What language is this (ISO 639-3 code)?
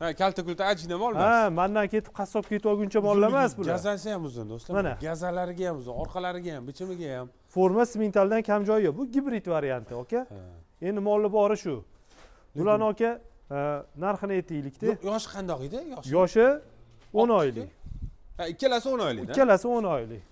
uzb